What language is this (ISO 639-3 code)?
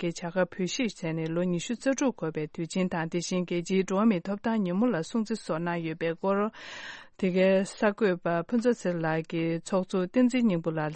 bod